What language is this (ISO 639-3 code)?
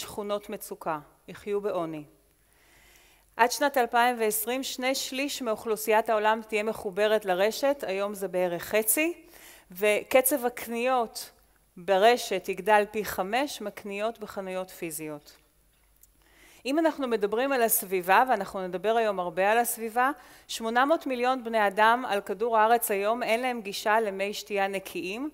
heb